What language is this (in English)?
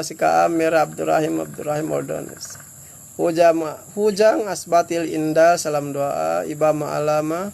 Yakan